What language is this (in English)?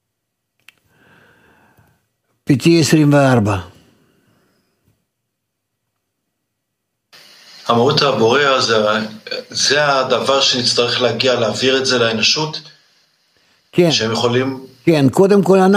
Hebrew